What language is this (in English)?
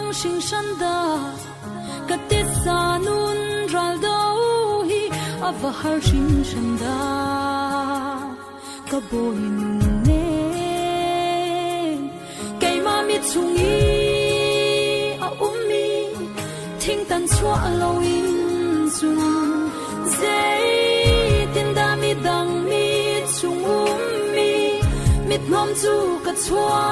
Falam Chin